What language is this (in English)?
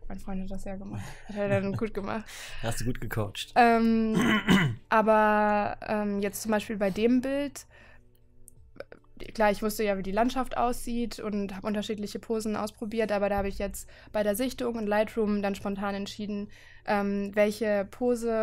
German